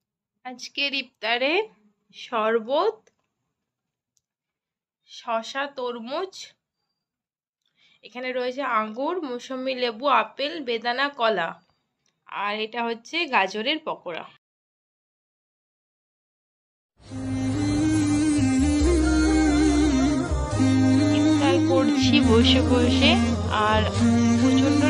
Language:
Bangla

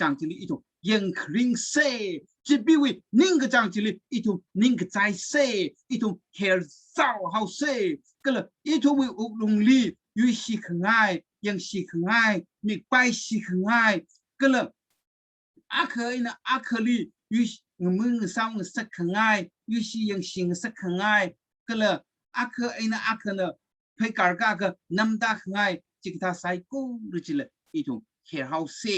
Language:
Tangkhul Naga (India)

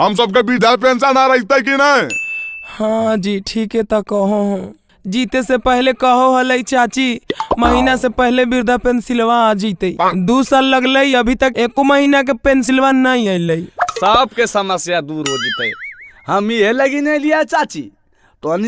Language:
Magahi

